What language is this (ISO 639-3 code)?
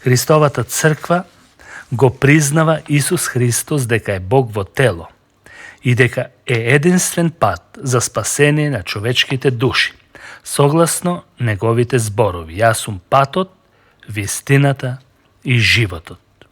mkd